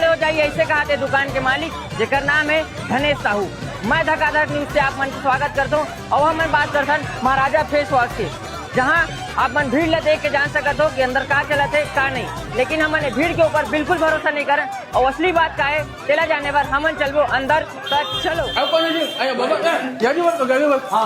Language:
Chhattisgarhi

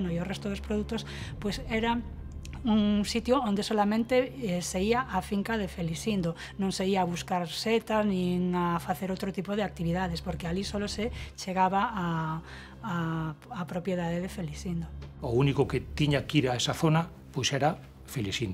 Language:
Galician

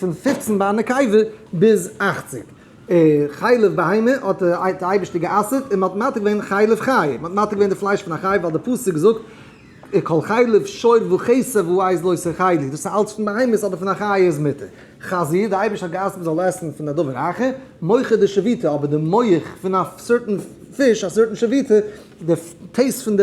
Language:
Yiddish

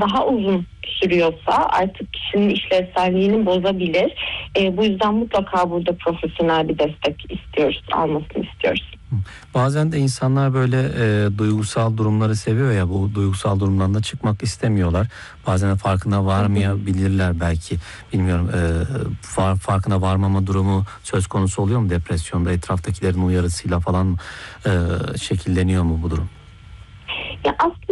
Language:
Turkish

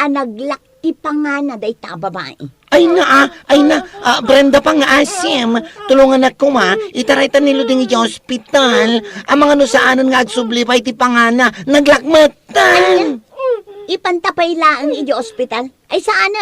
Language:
Iloko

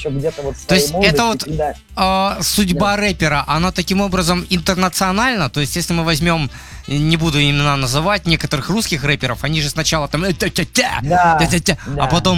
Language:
Russian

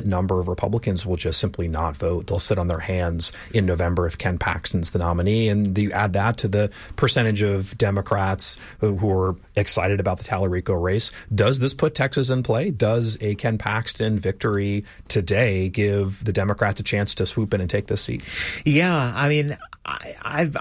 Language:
English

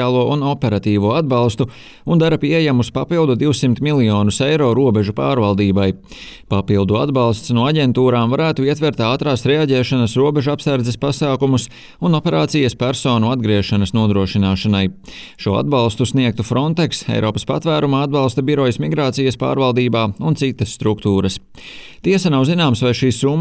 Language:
Latvian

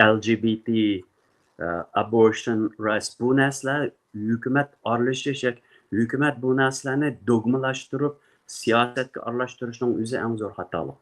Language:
Uyghur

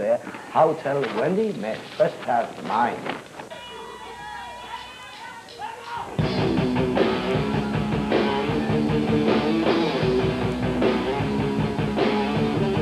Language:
Norwegian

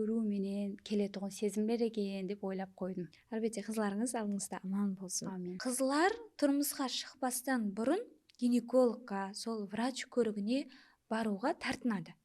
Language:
Kara-Kalpak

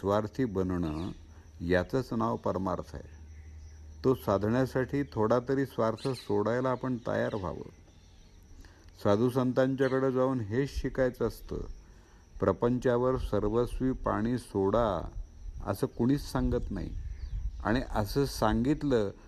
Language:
Marathi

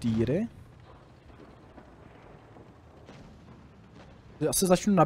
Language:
Czech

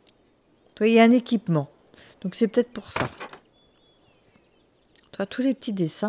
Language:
French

